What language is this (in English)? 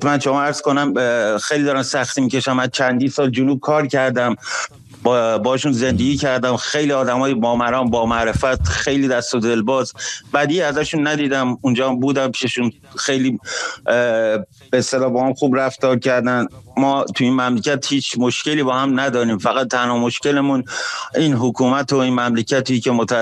Persian